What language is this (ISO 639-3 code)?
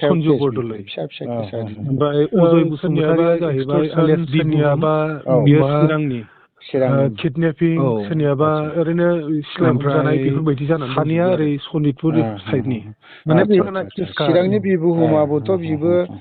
brx